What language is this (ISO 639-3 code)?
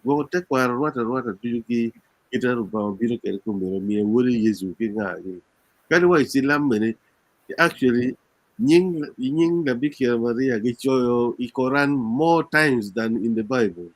ach